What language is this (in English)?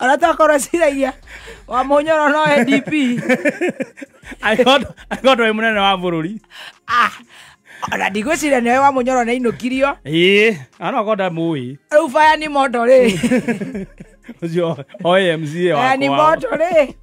Kikuyu